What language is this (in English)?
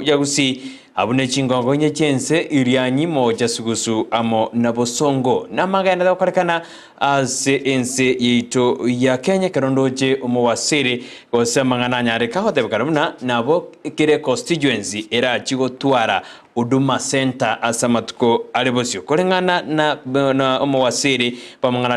Gusii